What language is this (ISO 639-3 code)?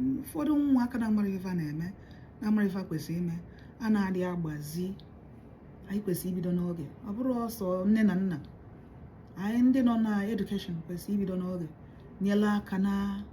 ibo